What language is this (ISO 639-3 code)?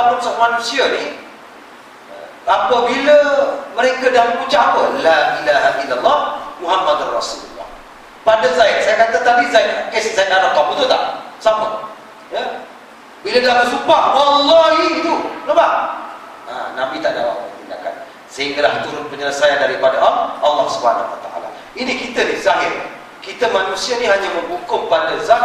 msa